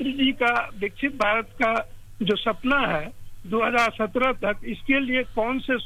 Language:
Hindi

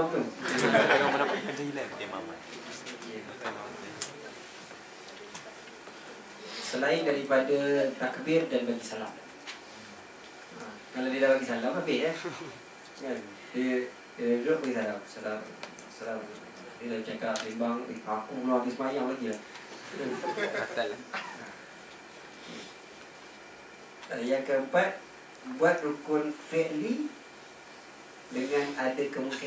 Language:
Malay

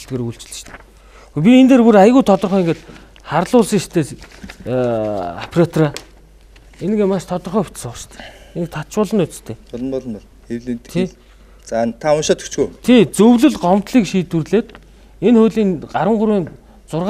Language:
Mongolian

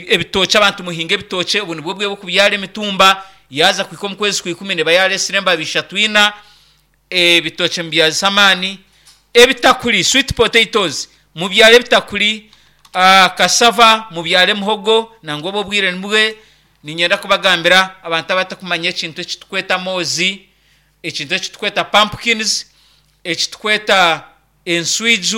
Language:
Nyankole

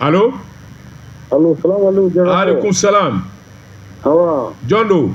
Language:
Bambara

